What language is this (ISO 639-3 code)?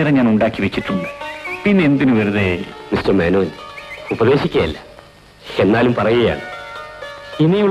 mal